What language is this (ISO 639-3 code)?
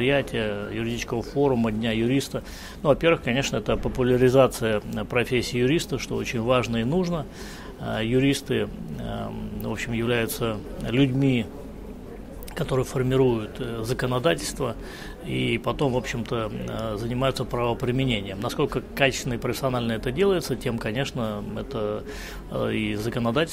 rus